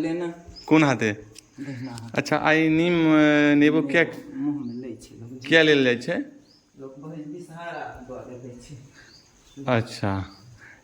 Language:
Maithili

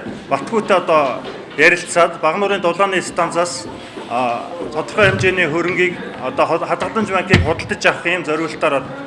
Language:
Mongolian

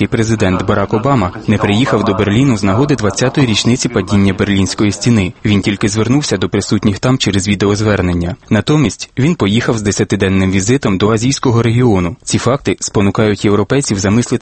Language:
Ukrainian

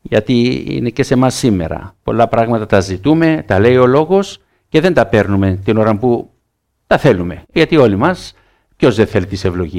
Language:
Greek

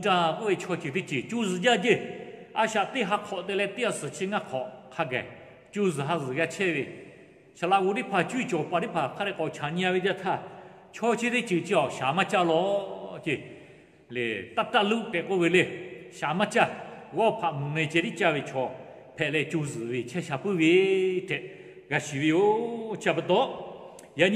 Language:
Lahu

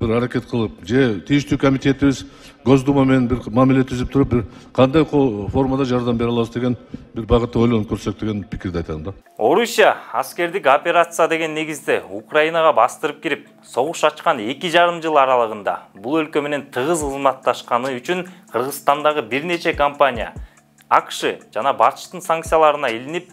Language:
Kyrgyz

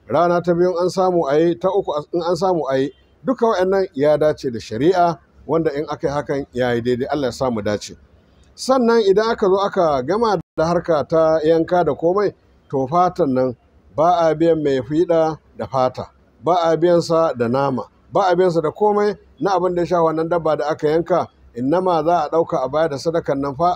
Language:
Hausa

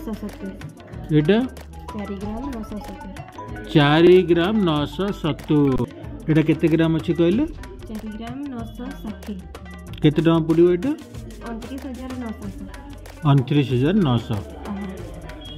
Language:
Odia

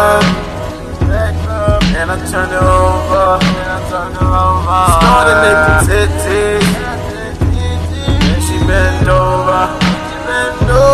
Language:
English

